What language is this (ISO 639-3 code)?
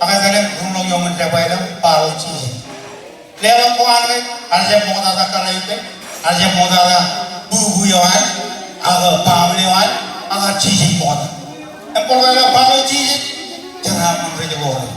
mah